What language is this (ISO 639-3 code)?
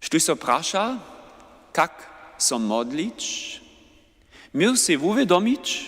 hsb